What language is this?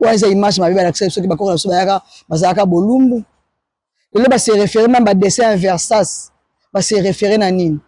Lingala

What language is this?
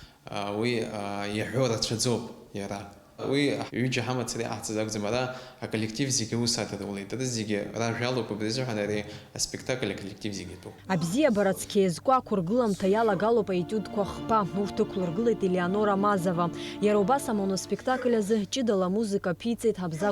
Abkhazian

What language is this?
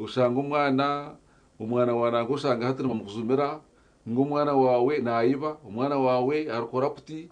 Nyankole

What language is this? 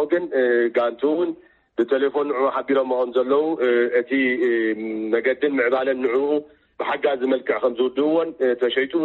Tigrinya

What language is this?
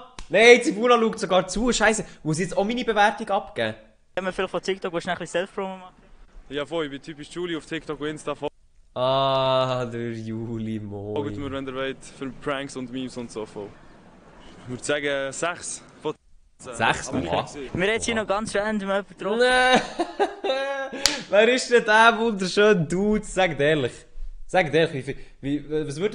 Swiss German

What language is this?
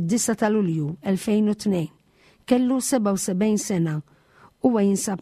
Maltese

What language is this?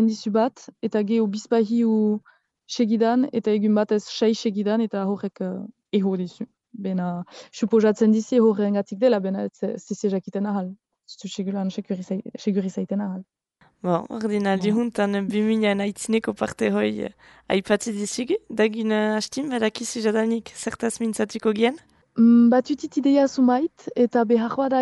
Basque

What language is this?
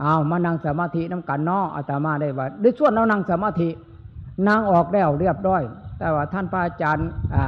Northeastern Thai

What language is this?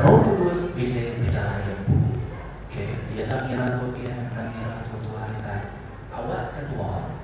Iban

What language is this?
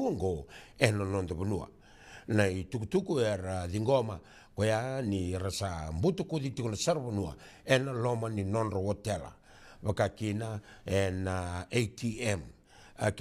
Fijian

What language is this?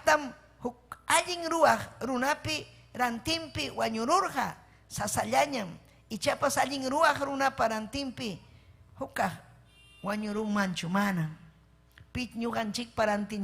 Ayacucho Quechua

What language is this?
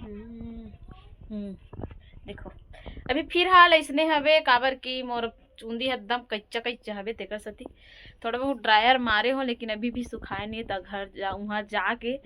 Chhattisgarhi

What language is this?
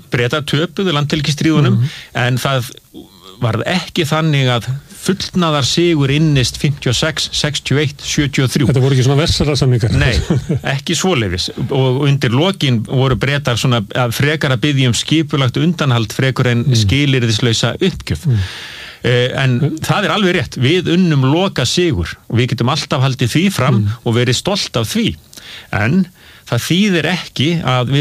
Icelandic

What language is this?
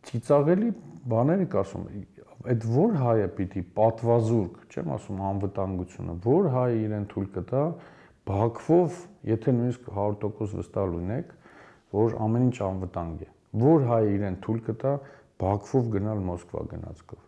Armenian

